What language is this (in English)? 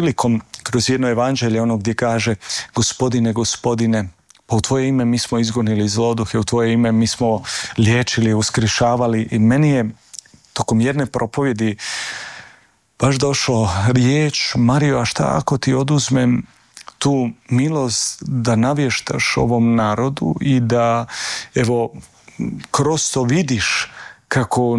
Croatian